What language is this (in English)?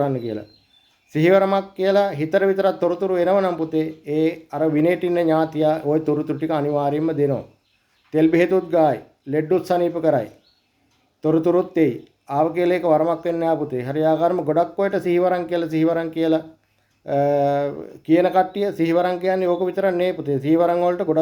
Sinhala